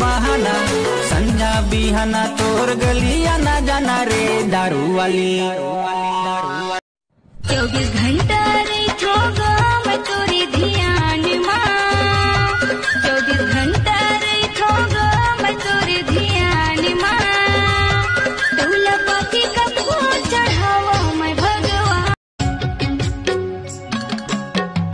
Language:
Chhattisgarhi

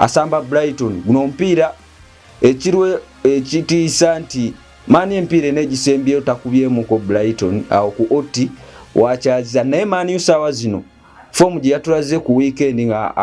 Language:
Ganda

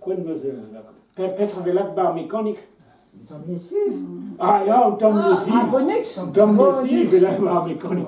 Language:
Breton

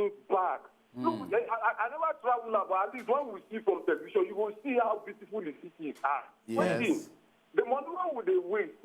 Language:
Nigerian Pidgin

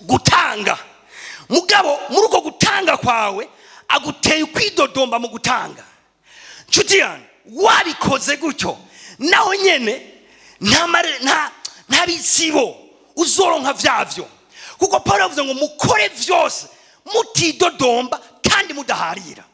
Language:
Rundi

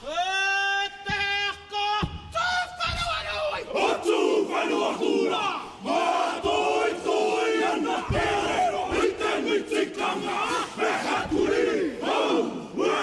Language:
Māori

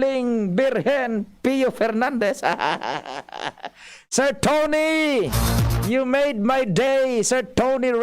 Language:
Bikol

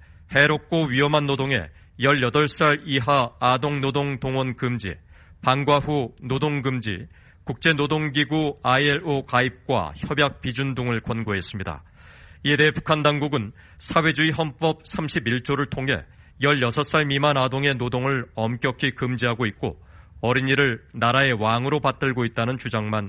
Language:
Korean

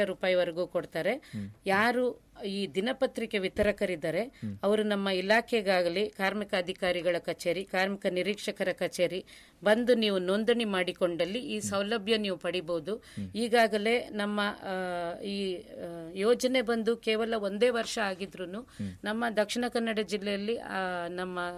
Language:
Kannada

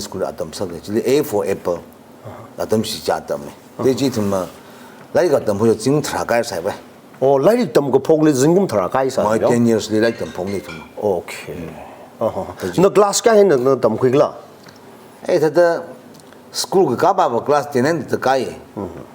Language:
Tangkhul Naga (India)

